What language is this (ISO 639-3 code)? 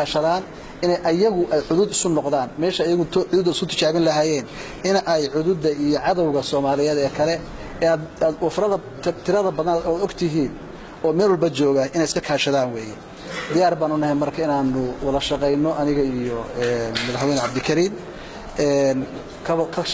som